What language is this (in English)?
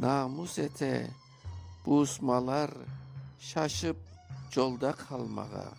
Crimean Tatar